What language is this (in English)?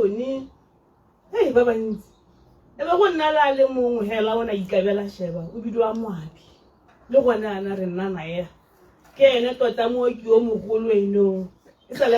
Tswana